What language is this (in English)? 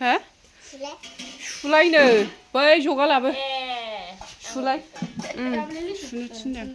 Bodo